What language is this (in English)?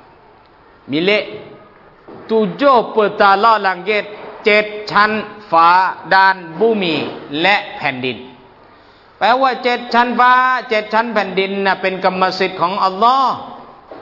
Thai